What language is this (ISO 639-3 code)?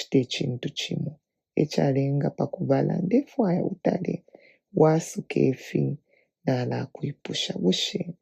bem